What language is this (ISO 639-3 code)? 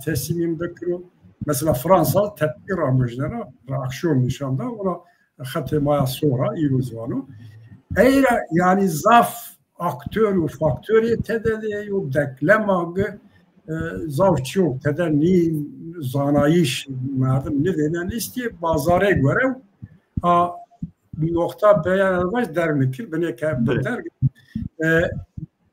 zza